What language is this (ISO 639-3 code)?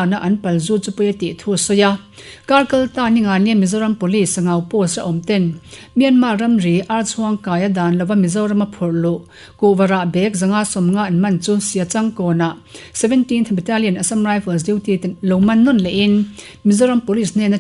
lus